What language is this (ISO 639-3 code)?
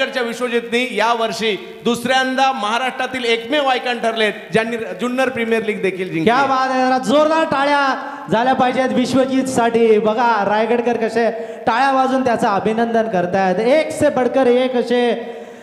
mar